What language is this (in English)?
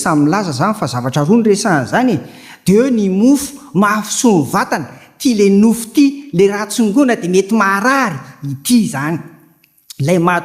Malagasy